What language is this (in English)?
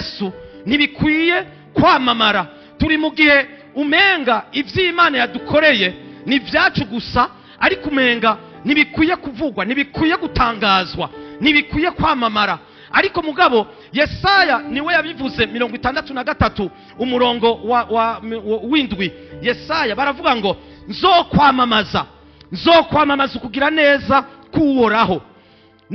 Rundi